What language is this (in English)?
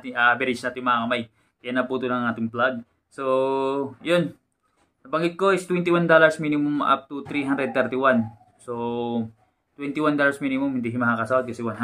Filipino